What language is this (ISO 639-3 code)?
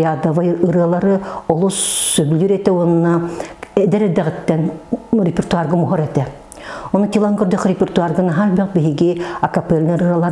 sah